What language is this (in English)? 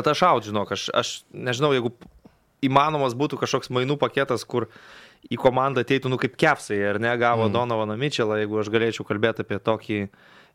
Lithuanian